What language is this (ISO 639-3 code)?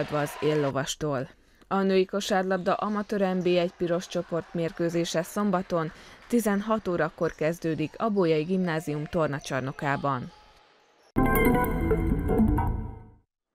hun